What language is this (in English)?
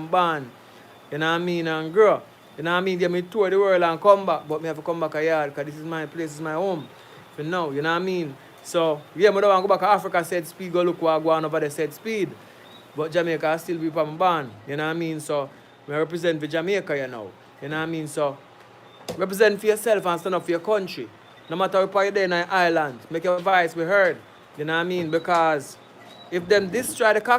Jamaican Creole English